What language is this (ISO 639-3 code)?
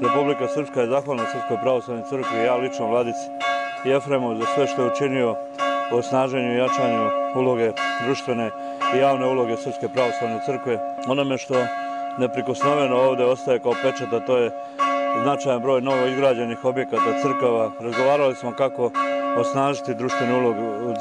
hrv